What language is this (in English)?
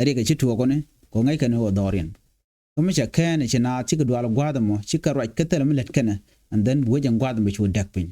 Nuer